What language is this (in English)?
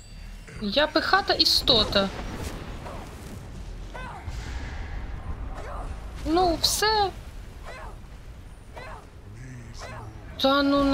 Ukrainian